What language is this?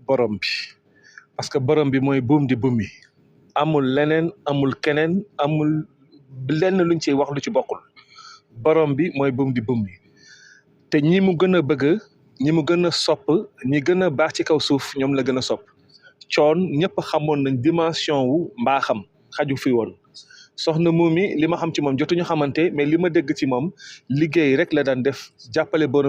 Wolof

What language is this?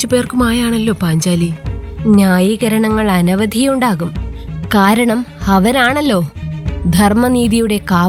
Malayalam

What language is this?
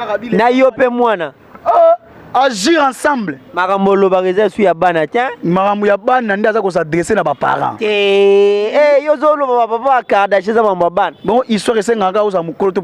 Lingala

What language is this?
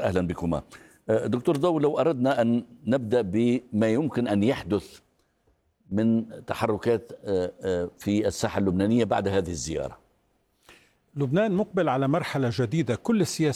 Arabic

